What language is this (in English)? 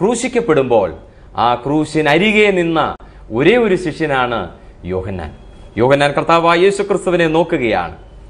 Malayalam